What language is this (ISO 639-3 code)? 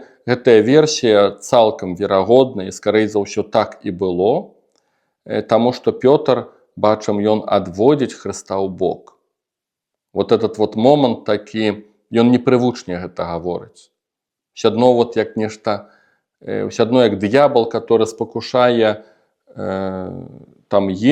bel